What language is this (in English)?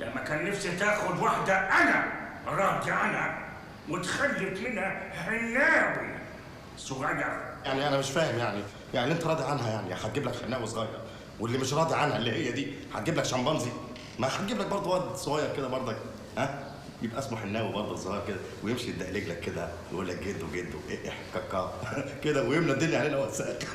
Egyptian Arabic